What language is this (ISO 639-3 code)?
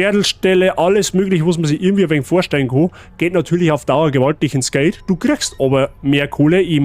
bar